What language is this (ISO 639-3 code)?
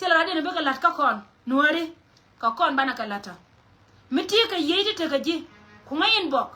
nus